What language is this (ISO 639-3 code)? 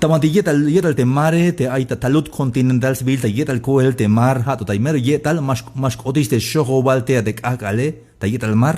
tzh